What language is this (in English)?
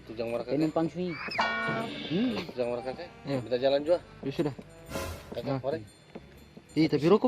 Ambonese Malay